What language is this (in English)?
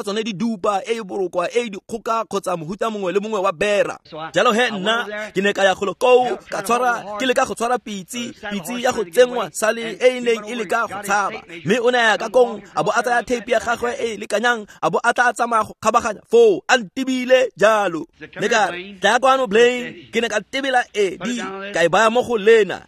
Tswana